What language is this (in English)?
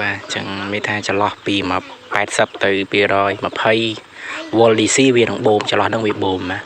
Khmer